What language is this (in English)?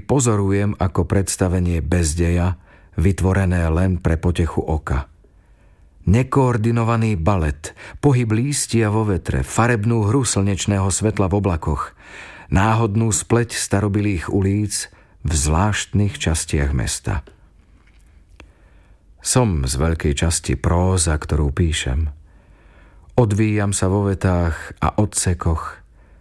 Slovak